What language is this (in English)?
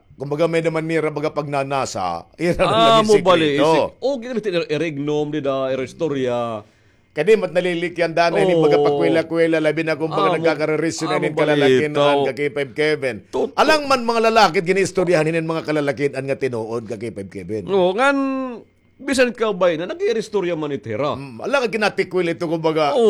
Waray